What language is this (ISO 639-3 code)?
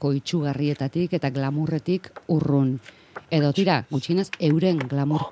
eus